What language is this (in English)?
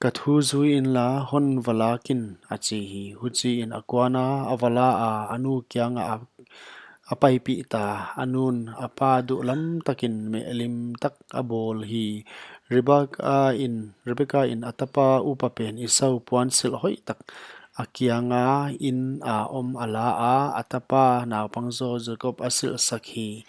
Paite Chin